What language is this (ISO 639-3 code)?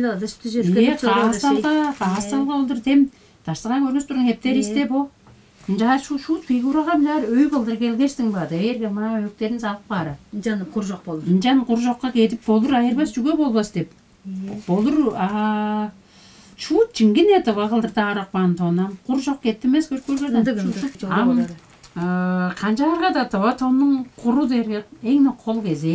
tyv